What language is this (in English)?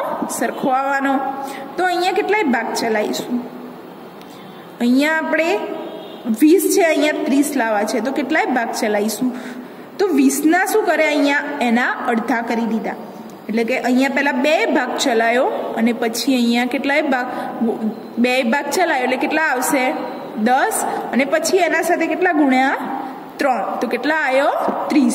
Gujarati